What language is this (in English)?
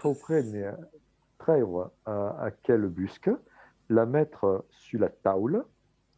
Occitan